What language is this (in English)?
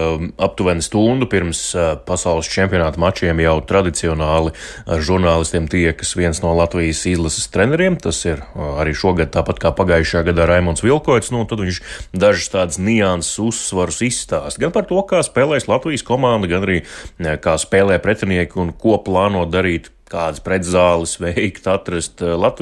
Latvian